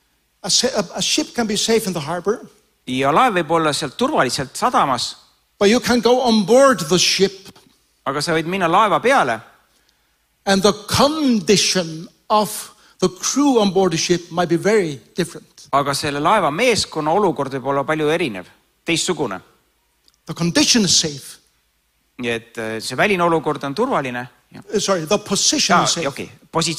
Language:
Estonian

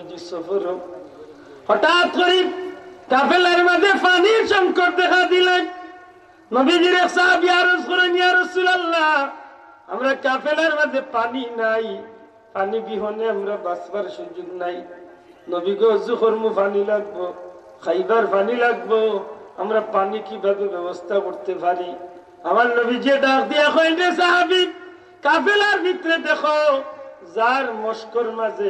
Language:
Sylheti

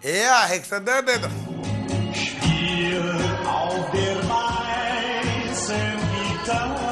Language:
Western Frisian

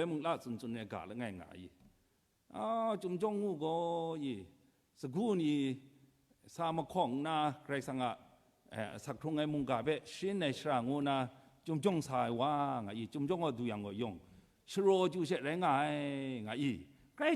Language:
Kachin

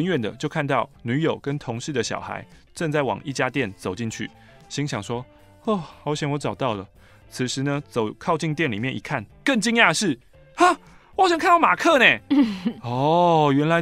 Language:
Chinese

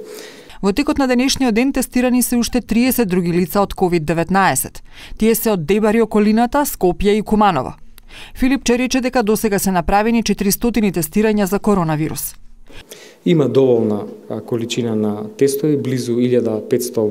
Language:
Macedonian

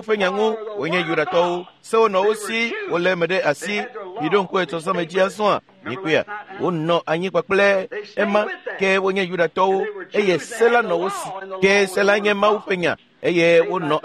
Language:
Ewe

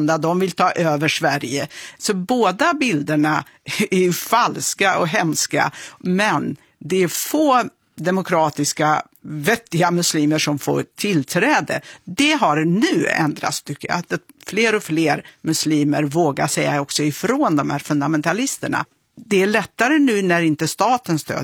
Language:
Swedish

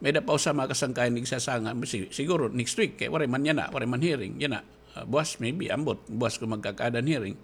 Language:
Waray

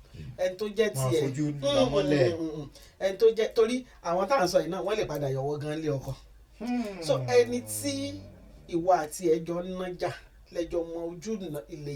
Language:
Yoruba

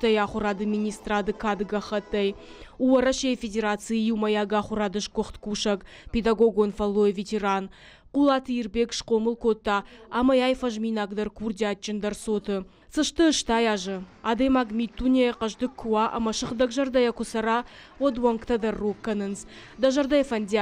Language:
Ossetic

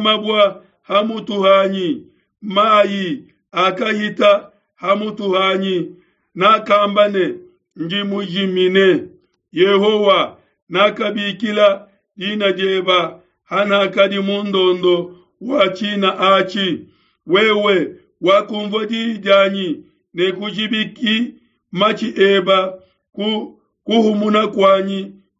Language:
Luba-Lulua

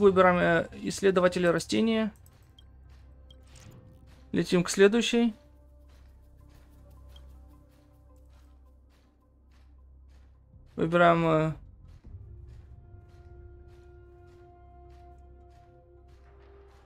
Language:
Russian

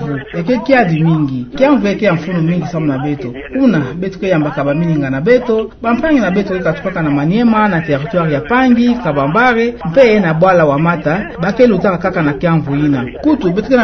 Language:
Kituba (Democratic Republic of Congo)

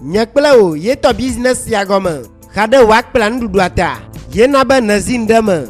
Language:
Ewe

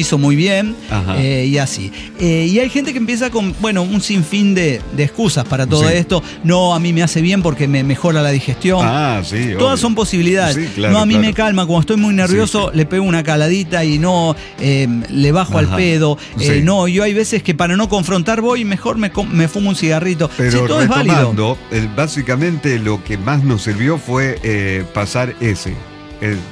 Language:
Spanish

